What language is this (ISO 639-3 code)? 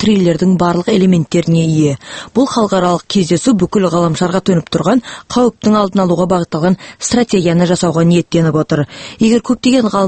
kaz